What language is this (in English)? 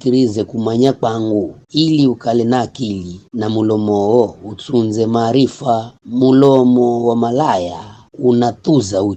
Giryama